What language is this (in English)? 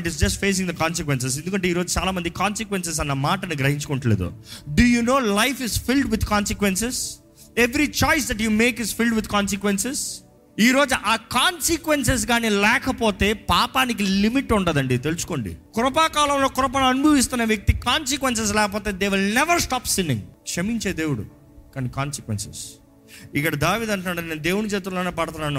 Telugu